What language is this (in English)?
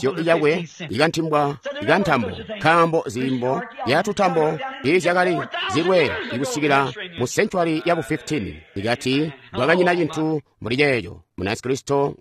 Tonga (Zambia)